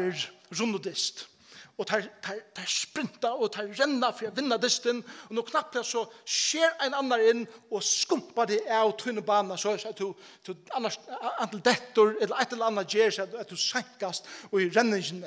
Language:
Faroese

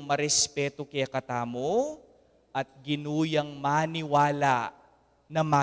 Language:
Pampanga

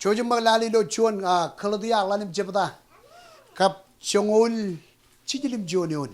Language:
Marshallese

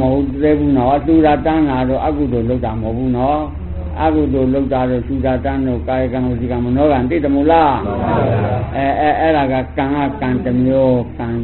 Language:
Burmese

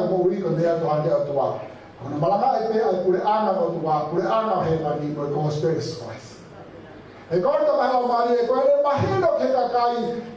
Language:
Tongan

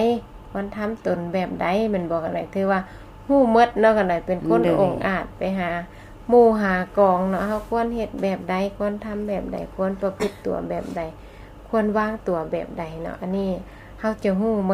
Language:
Lao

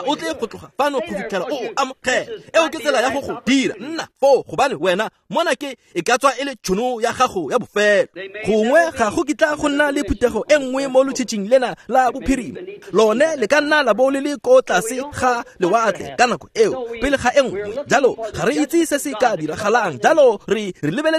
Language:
Tswana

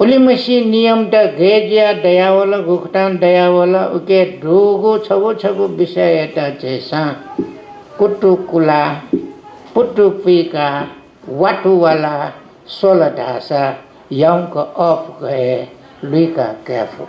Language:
Newari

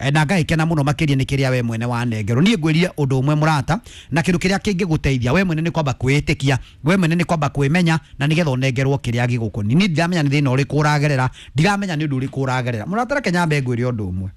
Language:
Kikuyu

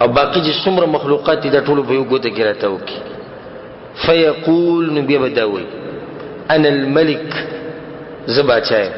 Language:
Pashto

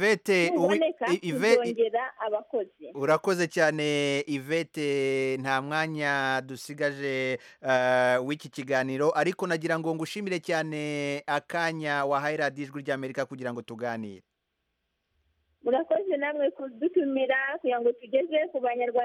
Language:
Kinyarwanda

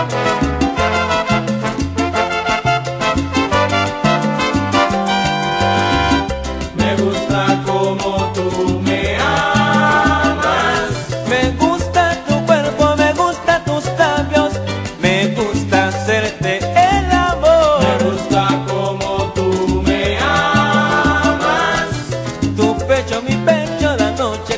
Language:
Spanish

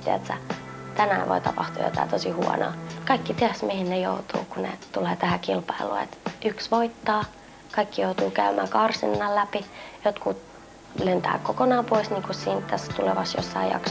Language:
Finnish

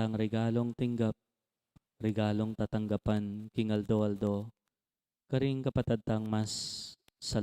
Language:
Pampanga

